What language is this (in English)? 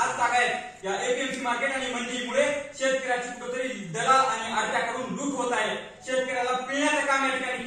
Marathi